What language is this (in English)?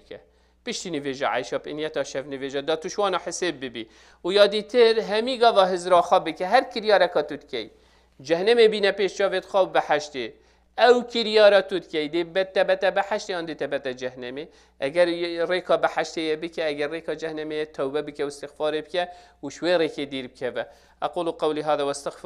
Kurdish